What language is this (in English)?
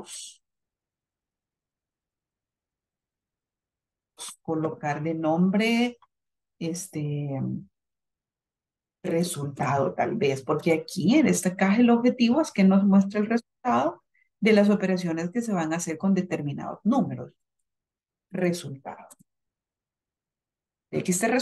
Spanish